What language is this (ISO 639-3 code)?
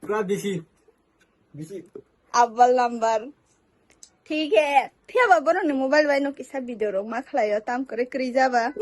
trp